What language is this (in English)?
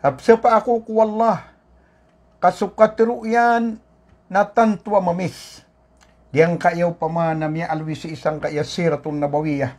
Maranao